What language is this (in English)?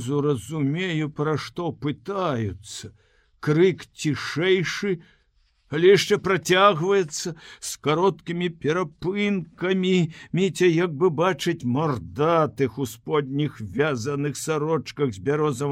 Belarusian